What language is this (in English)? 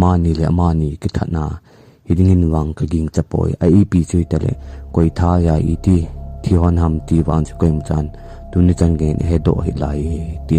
Thado Chin